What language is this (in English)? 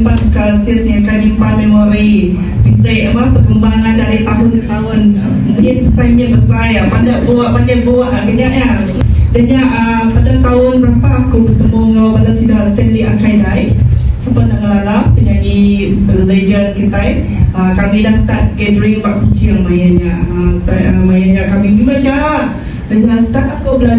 Iban